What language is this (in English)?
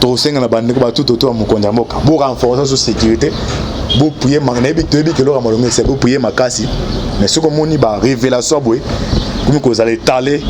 Lingala